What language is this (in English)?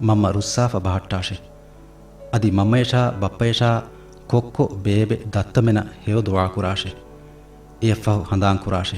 Divehi